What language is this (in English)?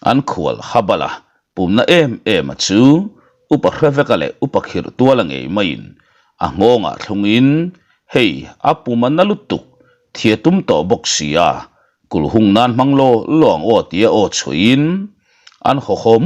Mizo